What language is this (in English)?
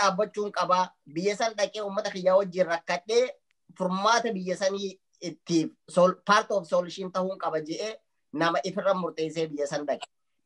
Oromo